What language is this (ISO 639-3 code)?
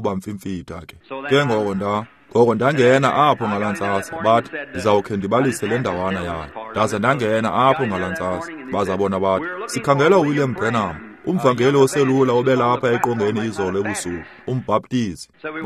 xho